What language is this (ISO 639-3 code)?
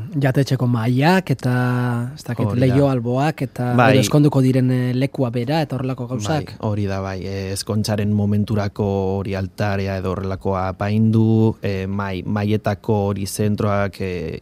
eus